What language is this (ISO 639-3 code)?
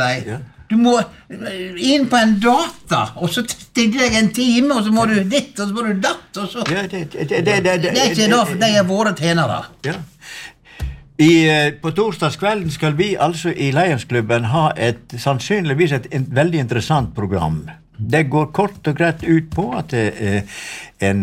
nor